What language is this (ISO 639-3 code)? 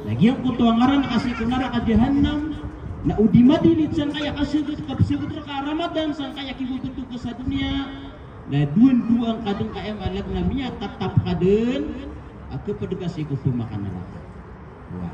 mrw